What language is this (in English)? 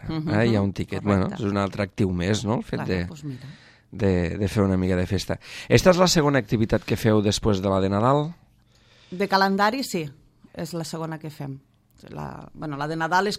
Catalan